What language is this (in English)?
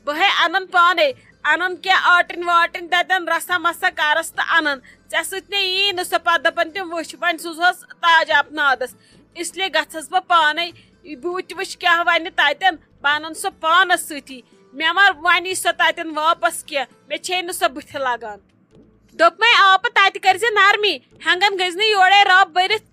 Kashmiri